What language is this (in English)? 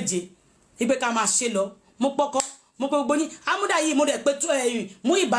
Yoruba